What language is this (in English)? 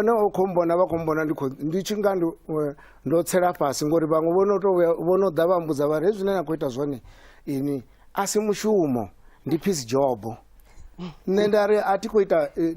Venda